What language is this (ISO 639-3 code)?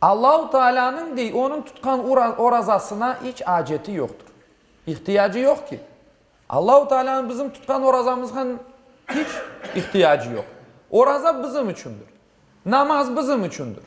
crh